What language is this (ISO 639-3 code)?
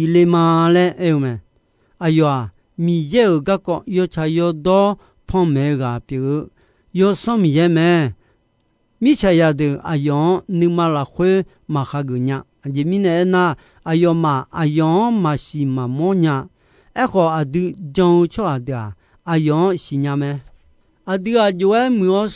ahk